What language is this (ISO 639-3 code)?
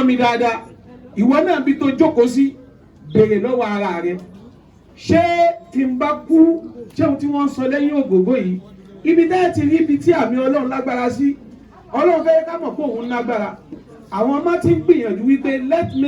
yor